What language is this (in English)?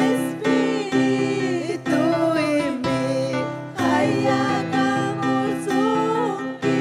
Ayacucho Quechua